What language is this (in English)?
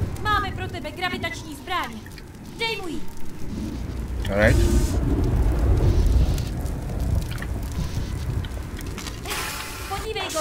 Czech